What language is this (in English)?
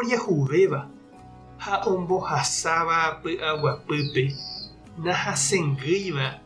Guarani